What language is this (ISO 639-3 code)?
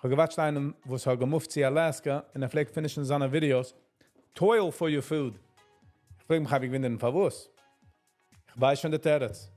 yid